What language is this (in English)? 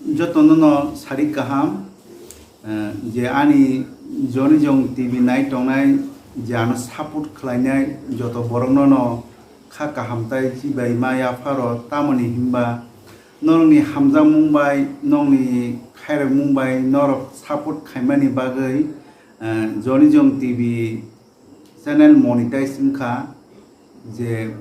Kok Borok